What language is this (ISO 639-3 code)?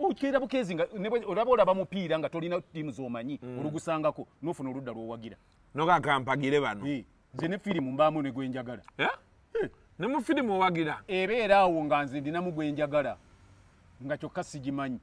lug